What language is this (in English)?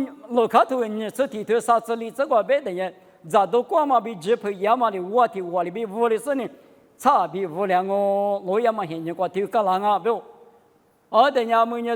Lisu